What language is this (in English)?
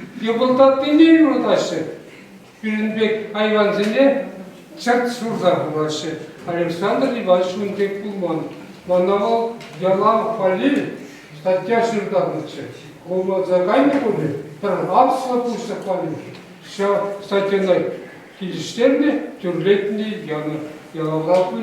Chuvash